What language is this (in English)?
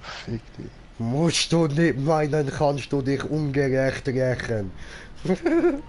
Swiss German